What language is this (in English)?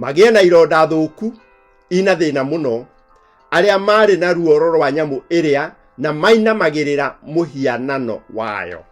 Kikuyu